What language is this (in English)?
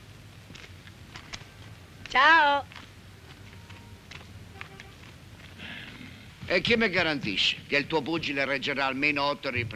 Italian